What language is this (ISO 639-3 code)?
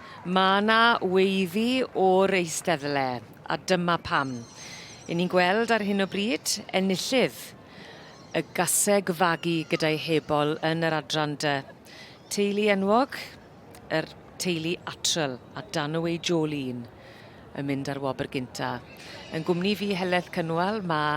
cym